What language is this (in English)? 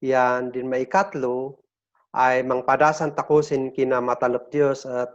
Kankanaey